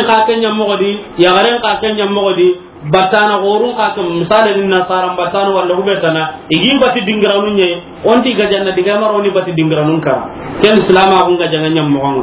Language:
Soninke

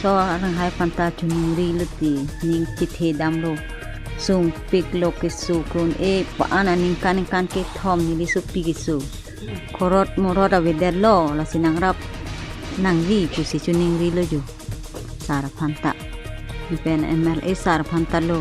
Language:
Karbi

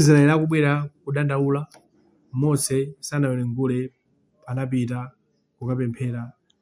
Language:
Nyanja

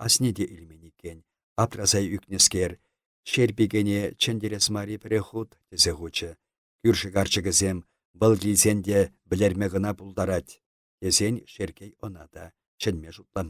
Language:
Chuvash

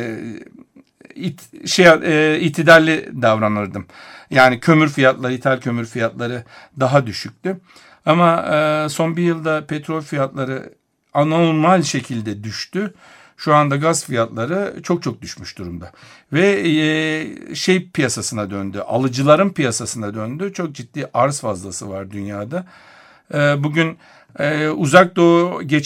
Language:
Turkish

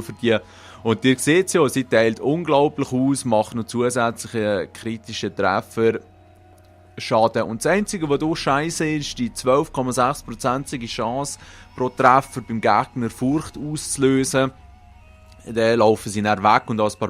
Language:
Swiss German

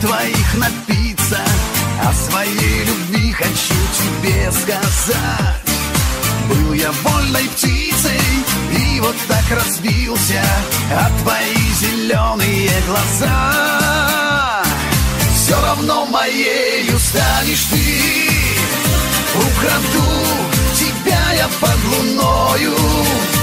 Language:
Russian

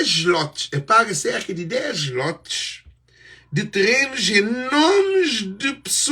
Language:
Kabuverdianu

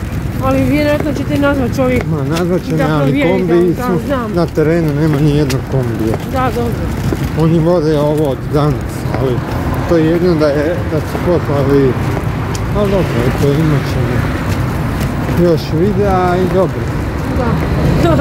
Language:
Croatian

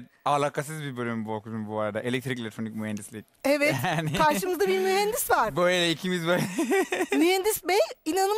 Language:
Turkish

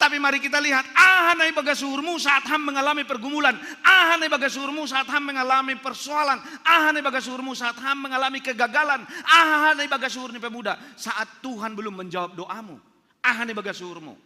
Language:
Batak Simalungun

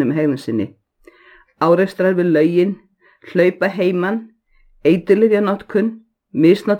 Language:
Icelandic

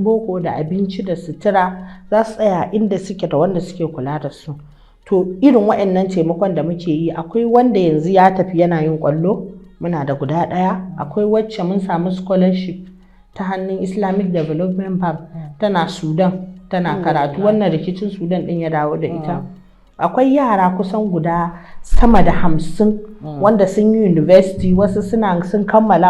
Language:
Hausa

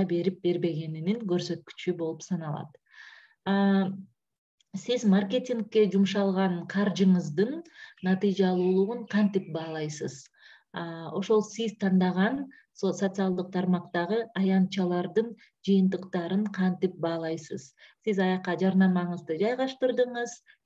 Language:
Kyrgyz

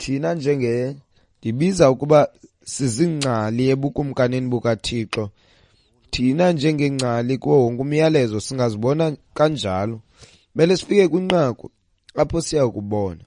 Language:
Xhosa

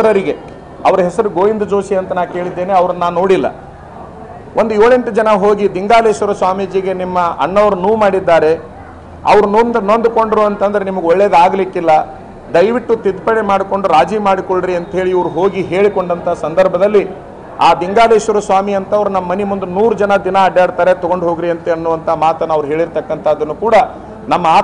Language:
Kannada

